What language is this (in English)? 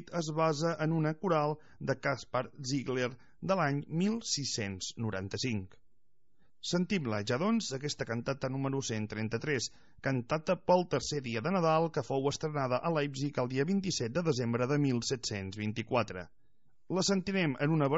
Catalan